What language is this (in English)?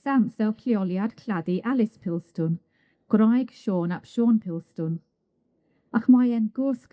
Welsh